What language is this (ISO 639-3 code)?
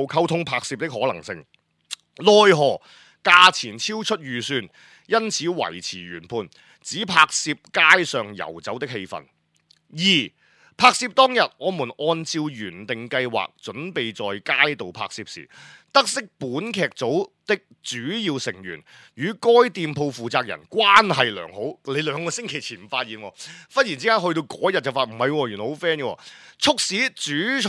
yue